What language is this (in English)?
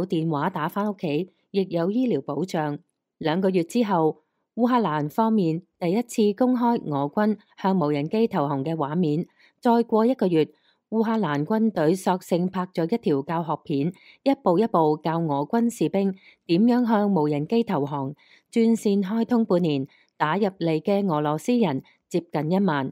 Cantonese